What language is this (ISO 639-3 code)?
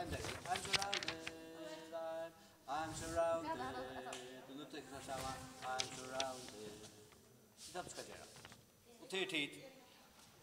fao